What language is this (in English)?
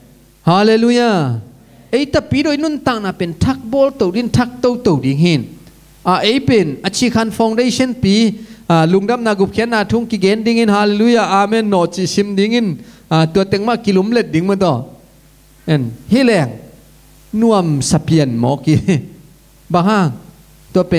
Tedim Chin